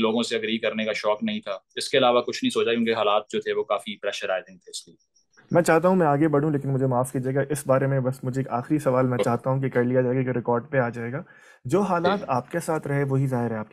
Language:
Urdu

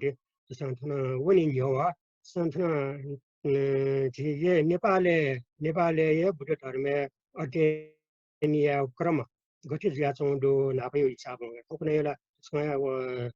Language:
Newari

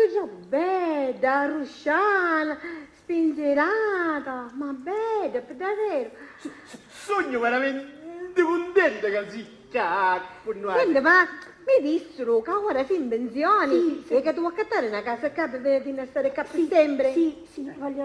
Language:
Sicilian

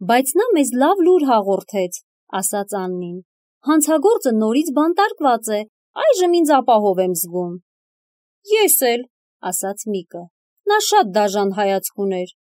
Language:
Armenian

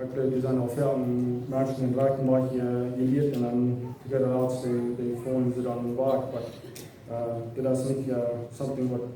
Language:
Plautdietsch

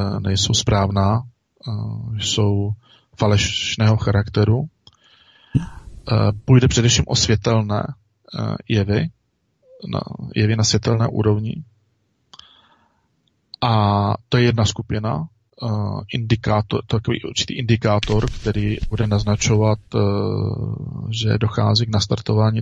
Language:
Czech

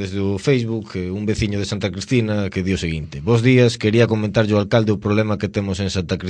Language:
Galician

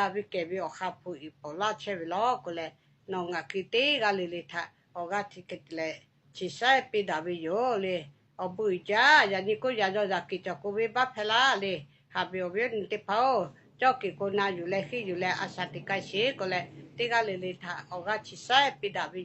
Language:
Lahu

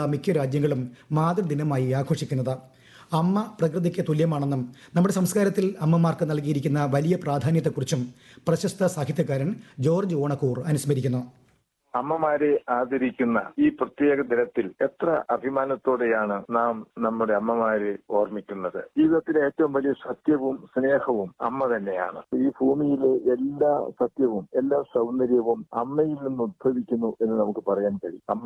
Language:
Malayalam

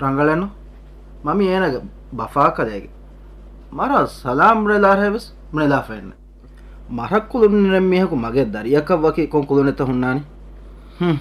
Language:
Divehi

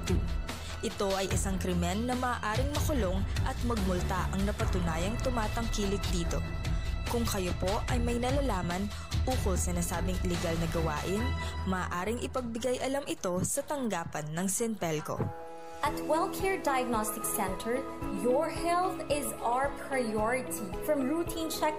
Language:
Pangasinan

